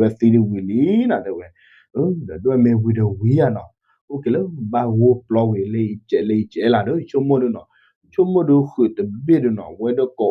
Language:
S'gaw Karen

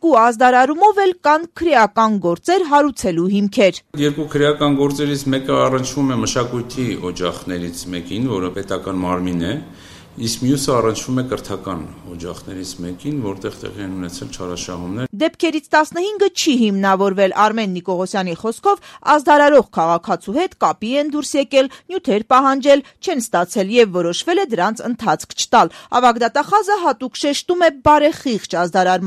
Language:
Armenian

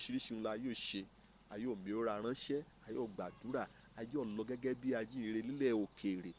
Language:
Yoruba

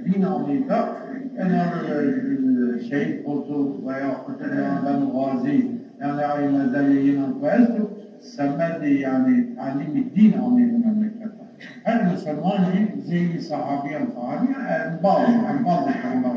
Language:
Zaza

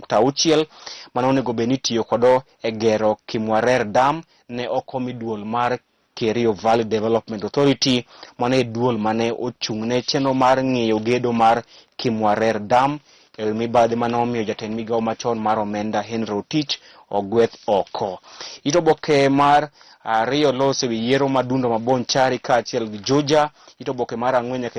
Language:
Luo (Kenya and Tanzania)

